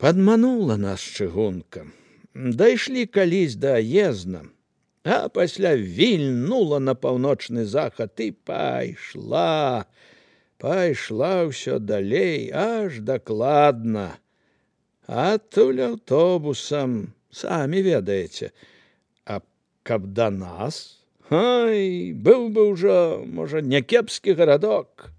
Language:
Belarusian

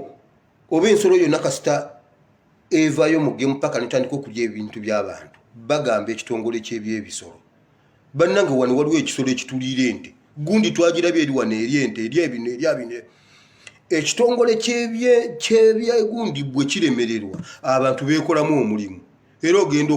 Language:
Ganda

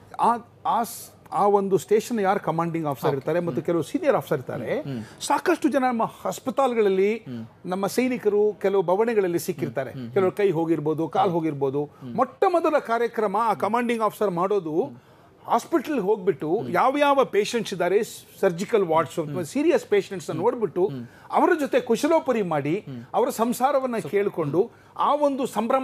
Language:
Kannada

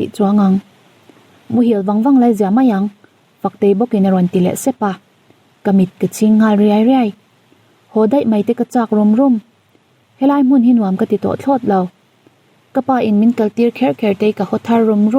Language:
Mizo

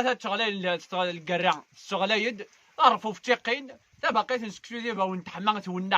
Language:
Kabyle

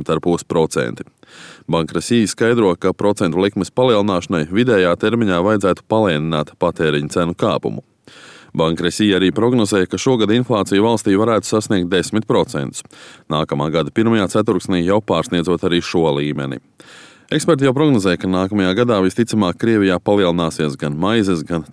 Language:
Latvian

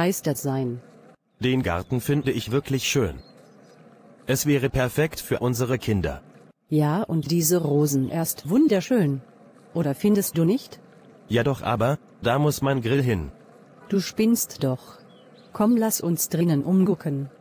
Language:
German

